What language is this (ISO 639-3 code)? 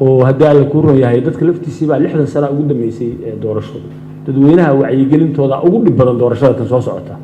som